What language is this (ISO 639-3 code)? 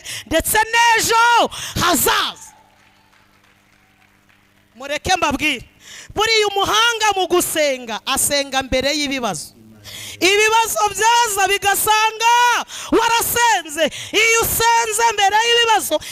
kin